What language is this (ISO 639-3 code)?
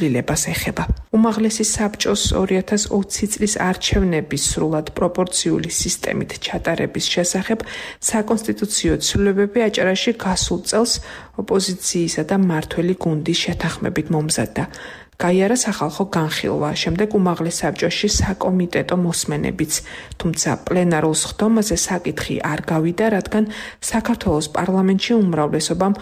kat